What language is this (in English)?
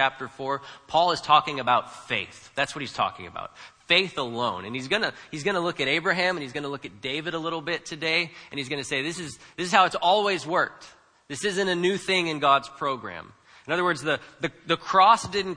English